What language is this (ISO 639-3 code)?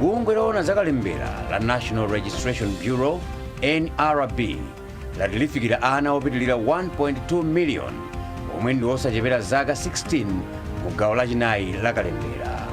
nya